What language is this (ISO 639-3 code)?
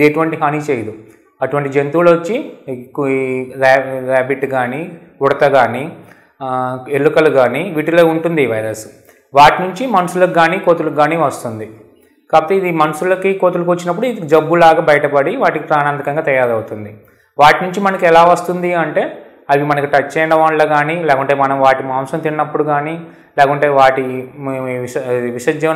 tel